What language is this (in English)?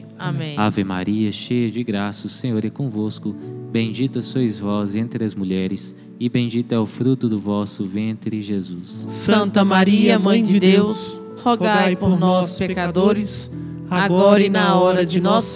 Portuguese